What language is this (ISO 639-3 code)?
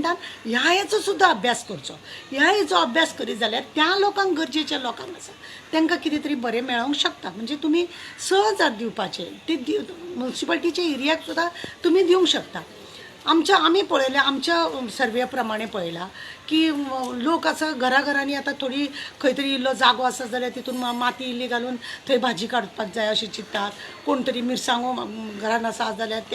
kok